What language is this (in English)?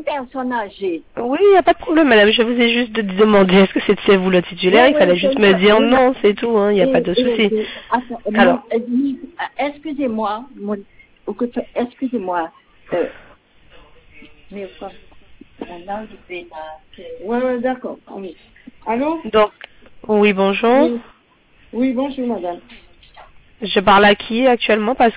French